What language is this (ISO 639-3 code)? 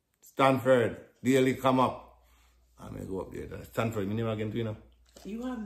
jam